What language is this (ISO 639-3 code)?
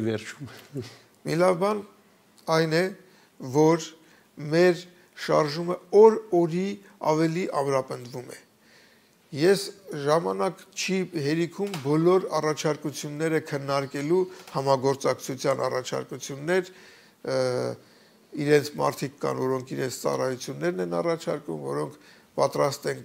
hye